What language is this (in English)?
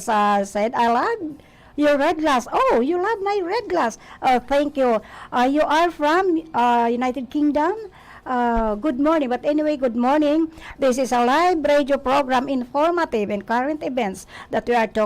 Bikol